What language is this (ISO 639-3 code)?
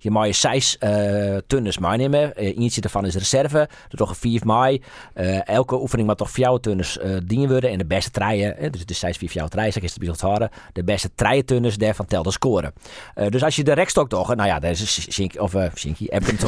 fry